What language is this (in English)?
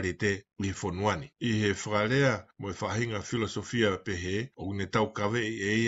Tongan